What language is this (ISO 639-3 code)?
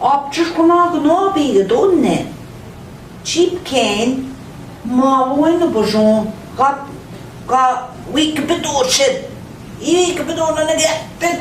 ojc